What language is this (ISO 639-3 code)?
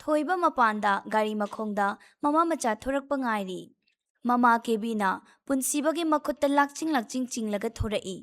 mni